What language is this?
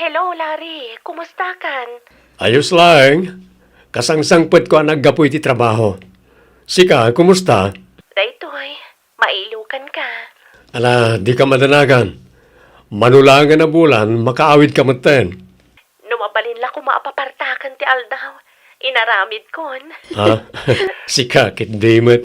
Iloko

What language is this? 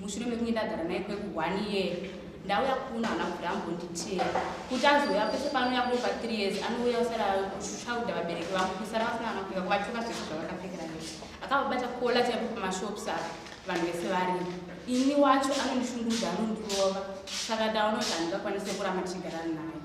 Shona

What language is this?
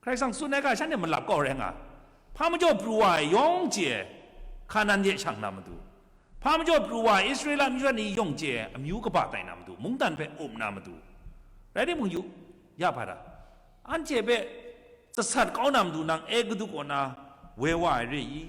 Kachin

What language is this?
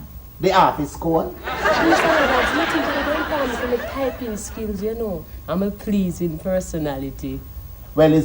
Jamaican Creole English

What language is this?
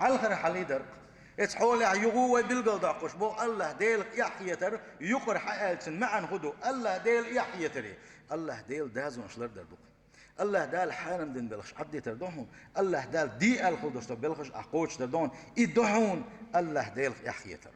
Chechen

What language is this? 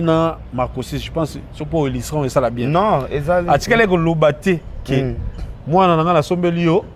Lingala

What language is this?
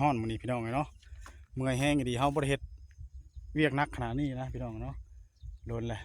Northeastern Thai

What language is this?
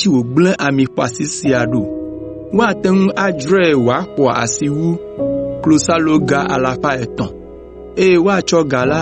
Ewe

